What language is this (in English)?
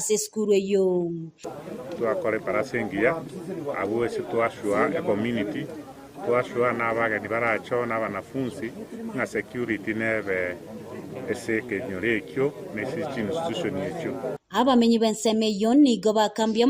Gusii